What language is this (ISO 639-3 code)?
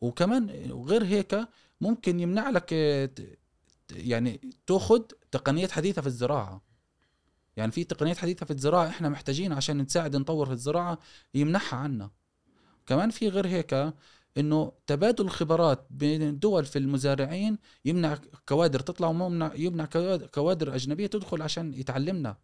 afb